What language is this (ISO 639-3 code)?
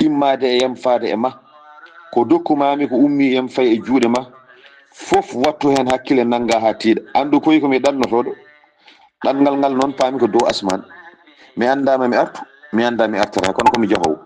ful